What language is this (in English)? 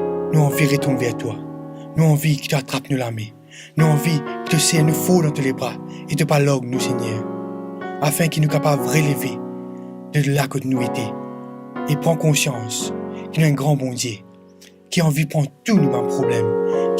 Morisyen